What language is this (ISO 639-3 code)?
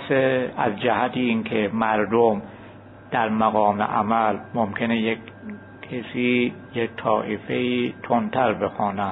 fas